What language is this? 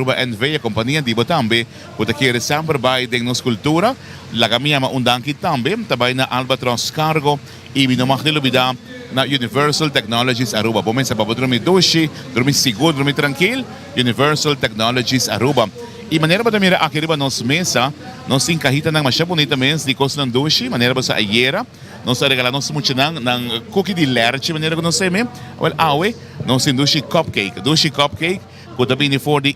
Papiamento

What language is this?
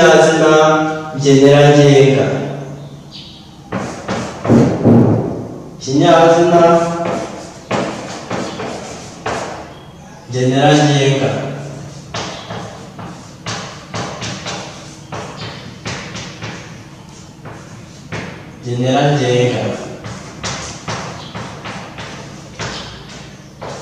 Kinyarwanda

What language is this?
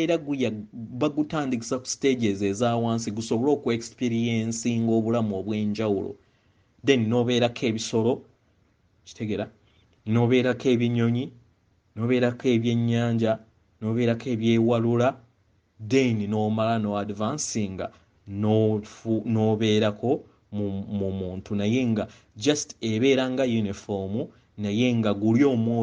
Ganda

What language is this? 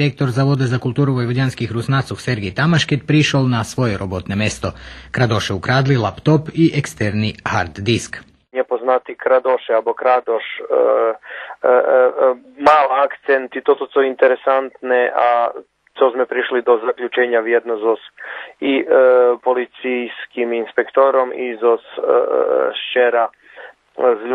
Rusyn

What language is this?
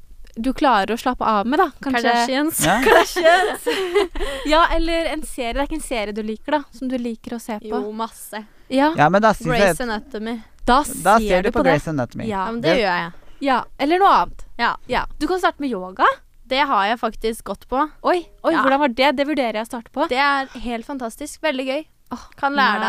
Norwegian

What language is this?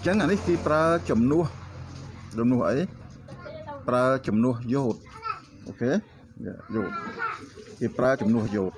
Khmer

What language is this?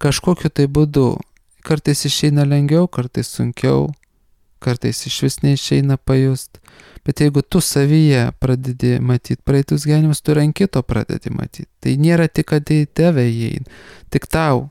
Lithuanian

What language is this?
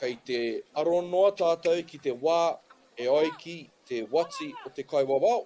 Māori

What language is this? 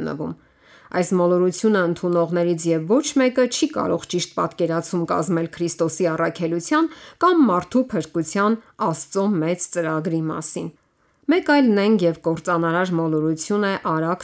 Armenian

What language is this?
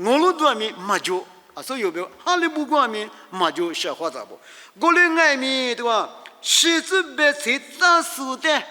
Lisu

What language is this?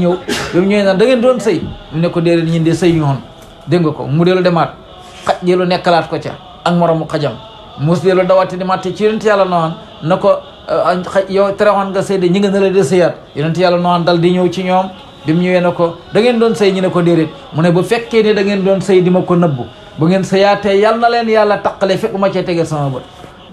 Wolof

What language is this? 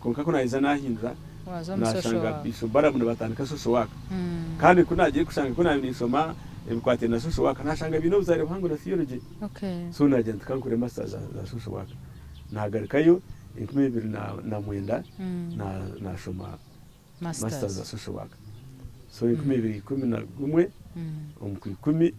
Nyankole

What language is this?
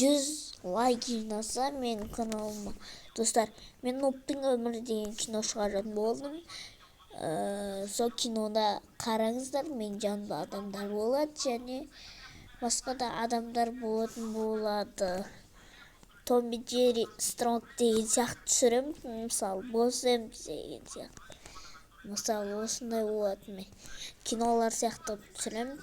Kazakh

